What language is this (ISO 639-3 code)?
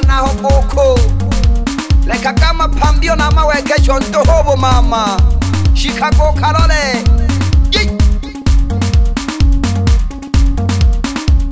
swa